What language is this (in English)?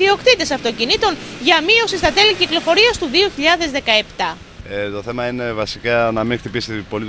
Greek